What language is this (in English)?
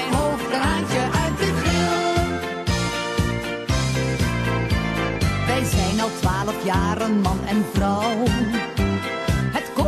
Dutch